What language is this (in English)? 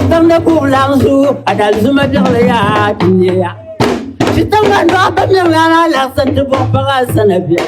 Dagbani